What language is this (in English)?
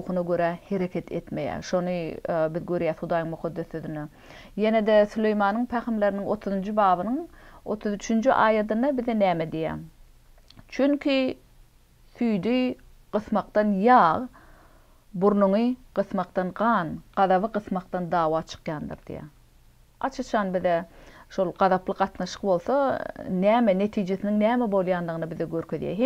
Turkmen